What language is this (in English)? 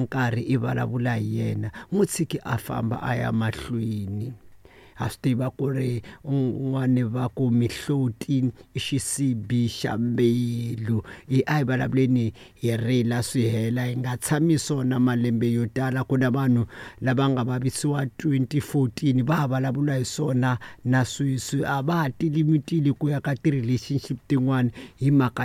Tsonga